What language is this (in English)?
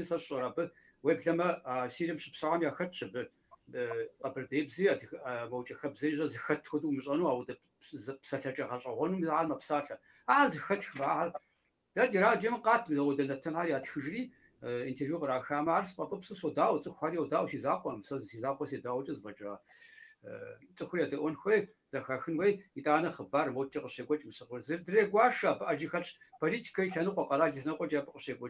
Kabardian